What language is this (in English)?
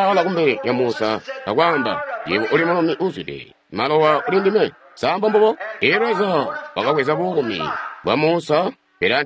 Tonga (Zambia)